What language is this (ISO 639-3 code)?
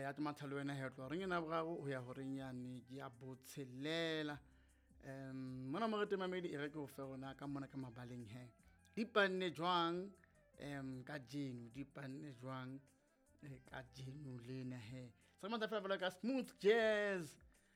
sot